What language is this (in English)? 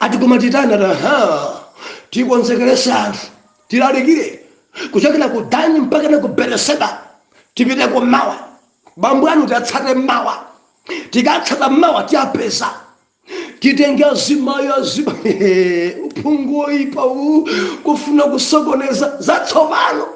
Nyanja